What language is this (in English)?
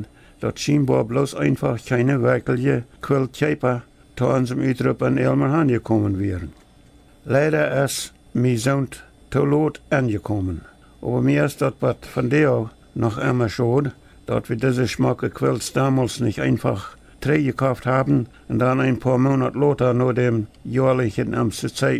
Plautdietsch